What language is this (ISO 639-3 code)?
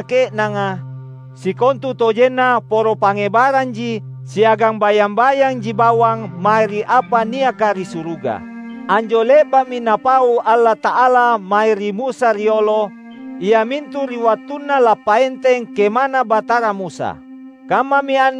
mak